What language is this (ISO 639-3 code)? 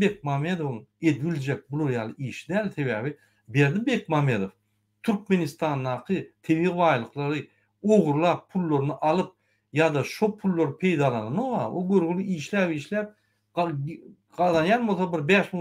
tuk